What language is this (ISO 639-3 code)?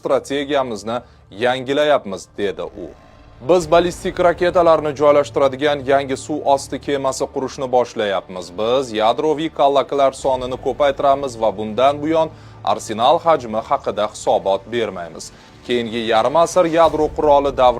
uzb